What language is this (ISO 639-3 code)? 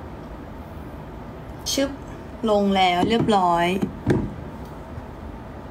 tha